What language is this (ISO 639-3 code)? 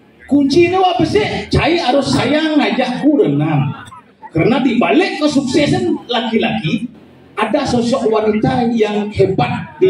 ban